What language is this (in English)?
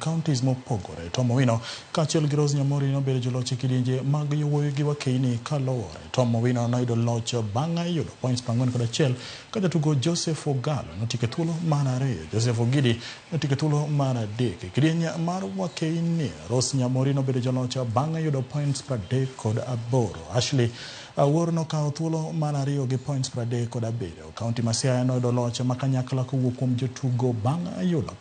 Luo (Kenya and Tanzania)